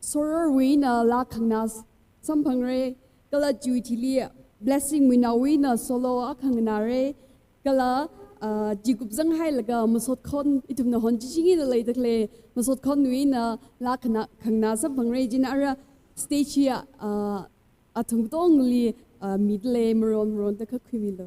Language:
Tangkhul Naga (India)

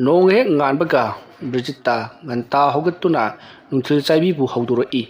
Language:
Manipuri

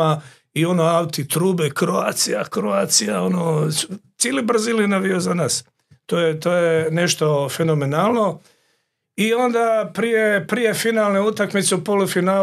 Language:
Croatian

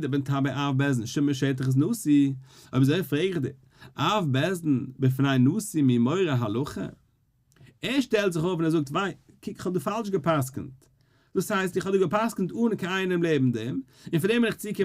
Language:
Yiddish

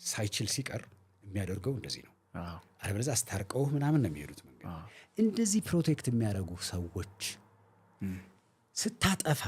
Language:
Amharic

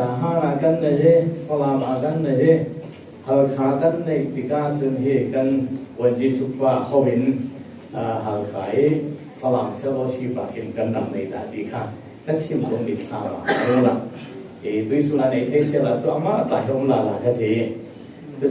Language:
Falam Chin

